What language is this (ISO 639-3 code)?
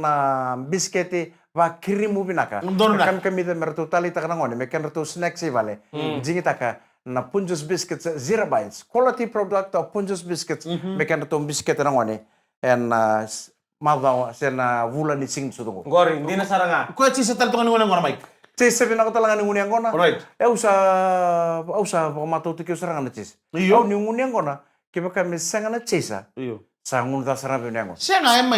fij